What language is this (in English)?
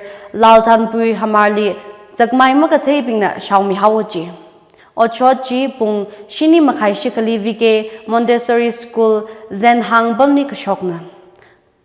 Tangkhul Naga (India)